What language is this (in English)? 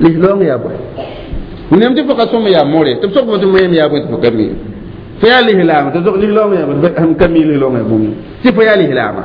Mossi